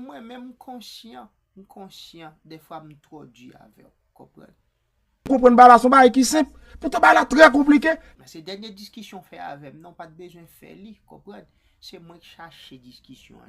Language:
Haitian Creole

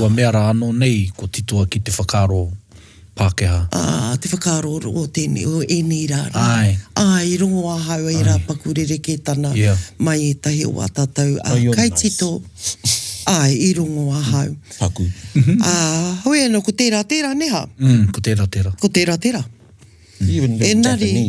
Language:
Māori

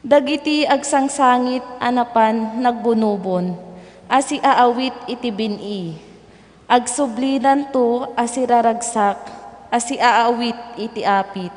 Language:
Iloko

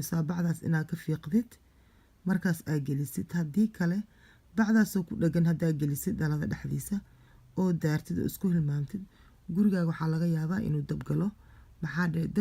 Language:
Somali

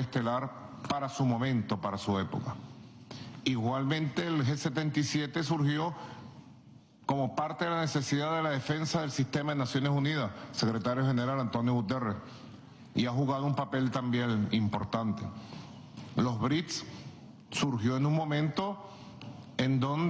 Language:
Spanish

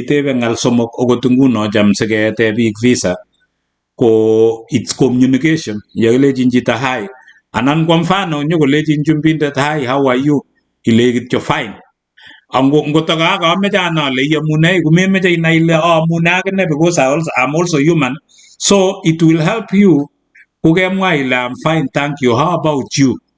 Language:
Kalenjin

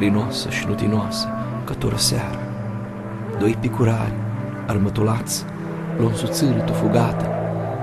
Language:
Aromanian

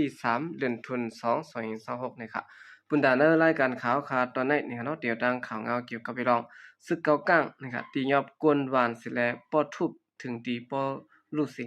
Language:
Shan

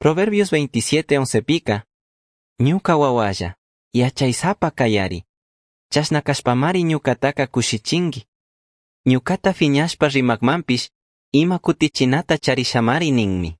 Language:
Chimborazo Highland Quichua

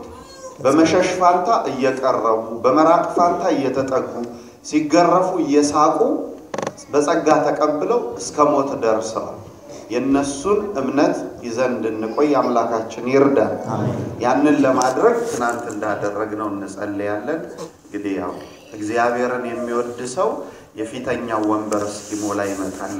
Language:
Amharic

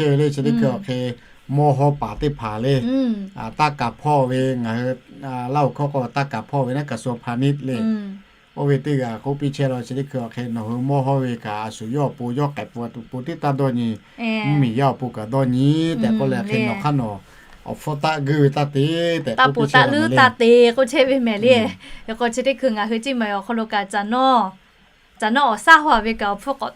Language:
Lahu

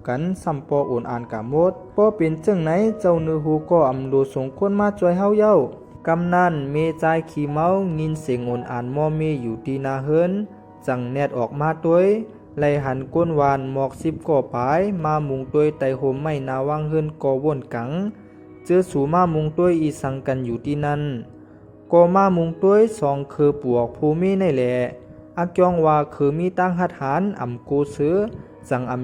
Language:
Shan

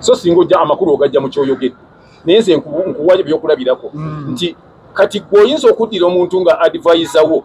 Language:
Ganda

